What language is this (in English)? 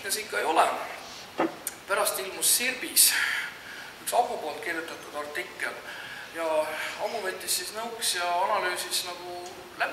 Estonian